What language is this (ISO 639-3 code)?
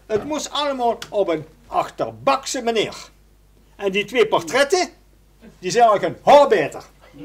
lim